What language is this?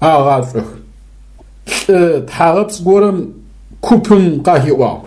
Adyghe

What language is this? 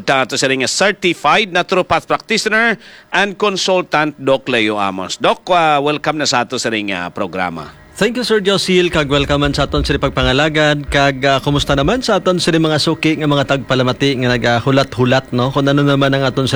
Hiligaynon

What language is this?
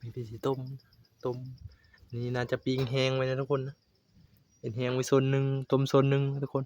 Northeastern Thai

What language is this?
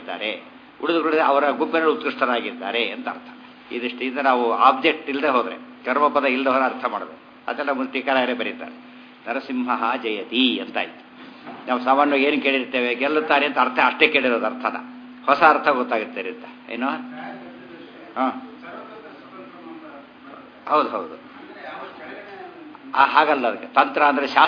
Kannada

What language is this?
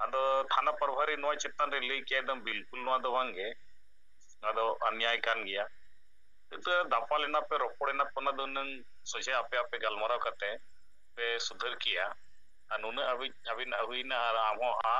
Santali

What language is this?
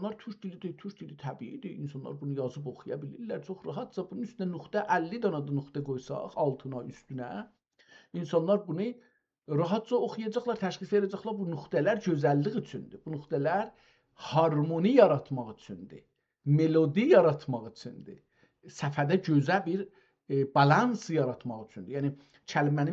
South Azerbaijani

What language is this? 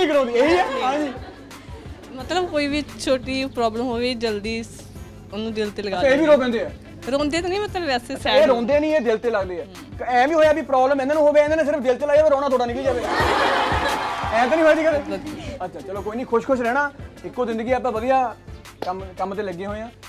Punjabi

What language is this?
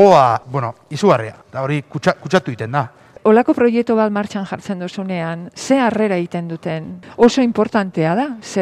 Basque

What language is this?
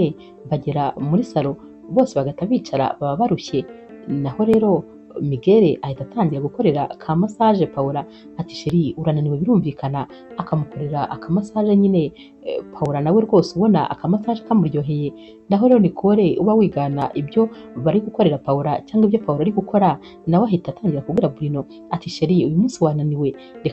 Kinyarwanda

